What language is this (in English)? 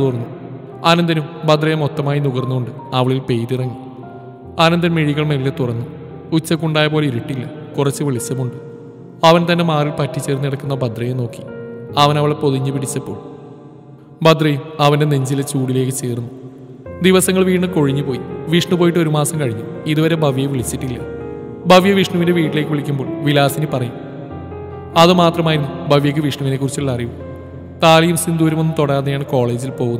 Malayalam